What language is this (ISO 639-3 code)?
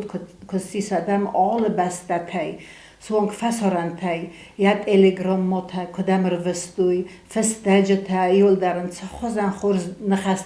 oss